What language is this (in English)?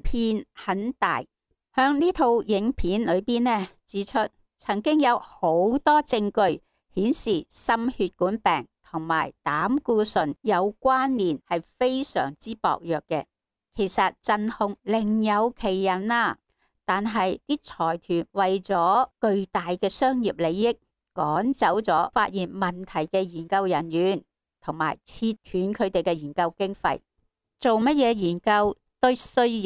Cantonese